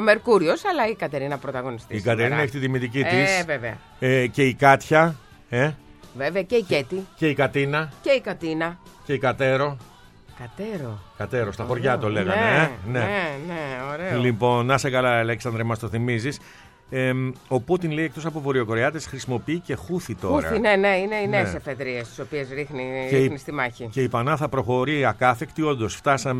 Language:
Greek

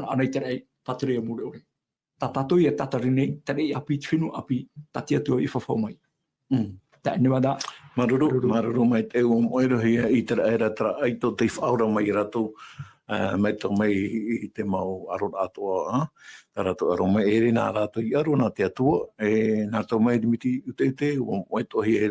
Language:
Tahitian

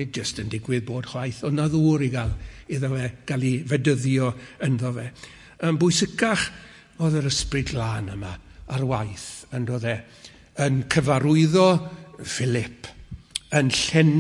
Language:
Welsh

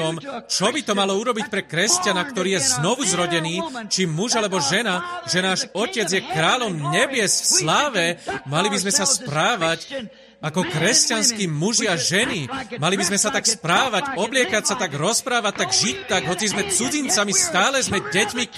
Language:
Slovak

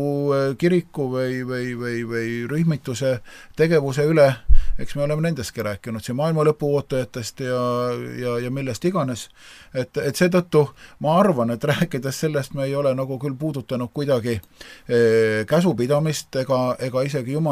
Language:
Estonian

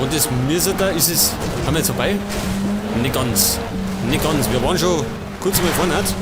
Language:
Bavarian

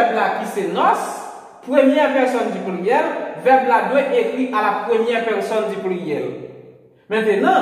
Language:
Haitian Creole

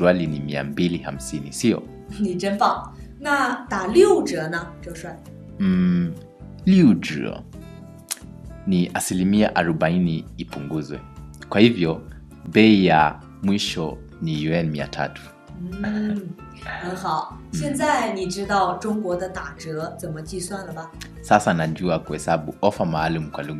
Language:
Swahili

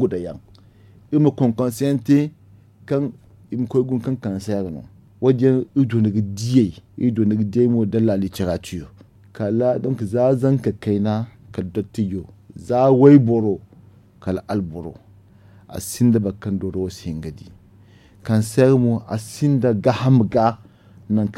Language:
Zarma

